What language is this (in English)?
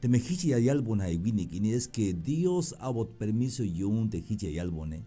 Tzeltal